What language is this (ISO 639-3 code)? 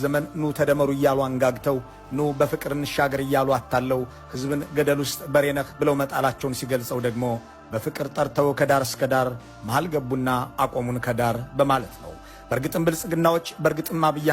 amh